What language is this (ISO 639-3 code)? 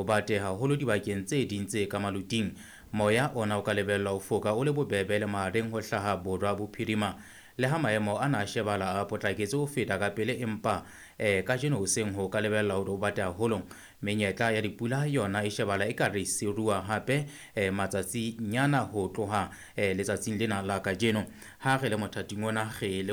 sot